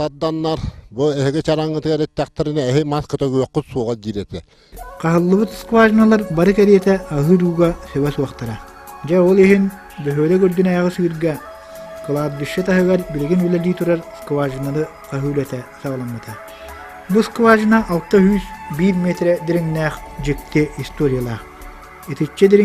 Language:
Yakut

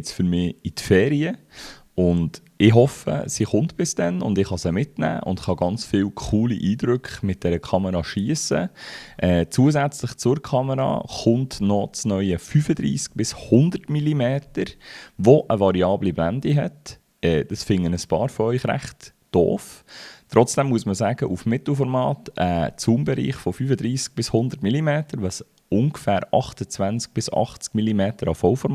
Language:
Swiss German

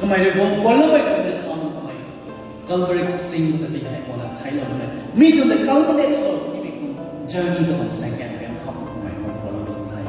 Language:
Rongmei Naga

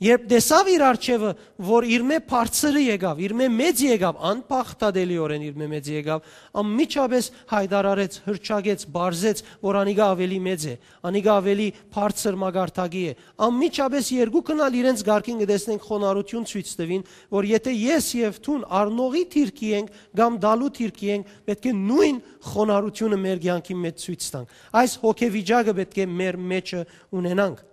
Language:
Western Armenian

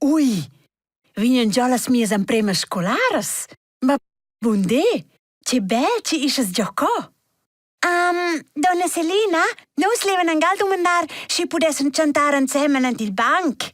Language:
Romansh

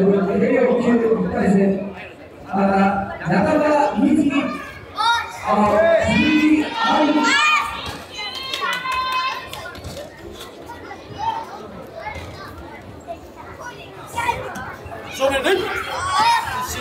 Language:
Japanese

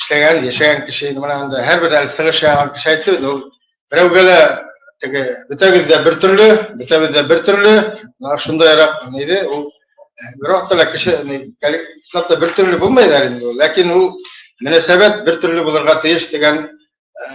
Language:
Bashkir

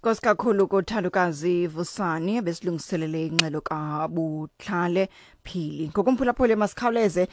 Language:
Xhosa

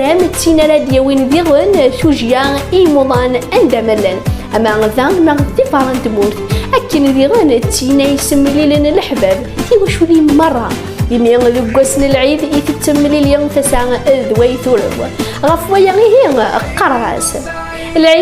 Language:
Kabyle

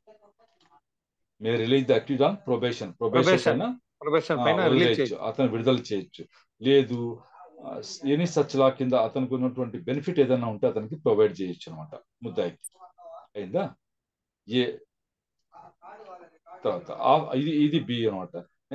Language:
Telugu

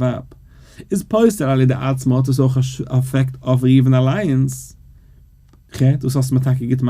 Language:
Yiddish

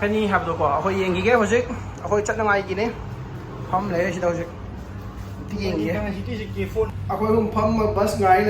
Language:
Manipuri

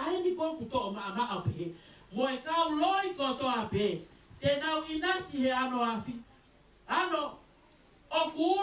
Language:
Tongan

